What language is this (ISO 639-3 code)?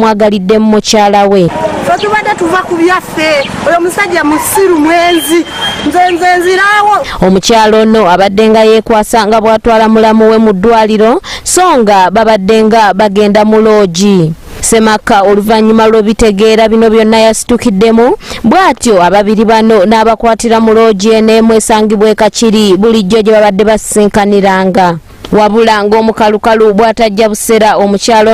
lug